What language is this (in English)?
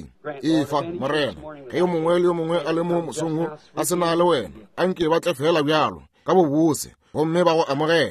Northern Sotho